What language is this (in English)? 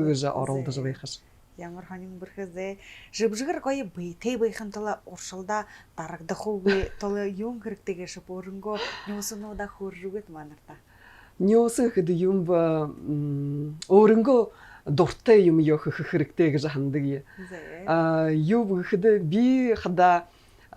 Buriat